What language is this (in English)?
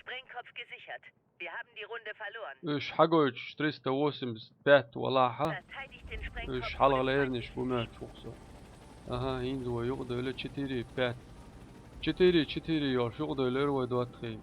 Chechen